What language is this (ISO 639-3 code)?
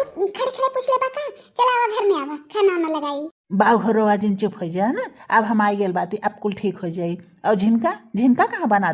bho